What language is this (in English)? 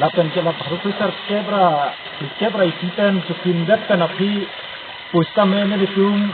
Karbi